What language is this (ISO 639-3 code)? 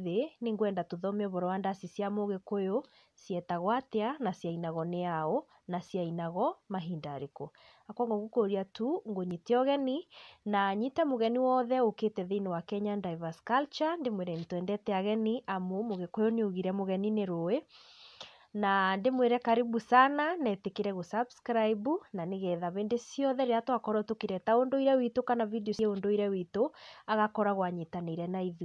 kik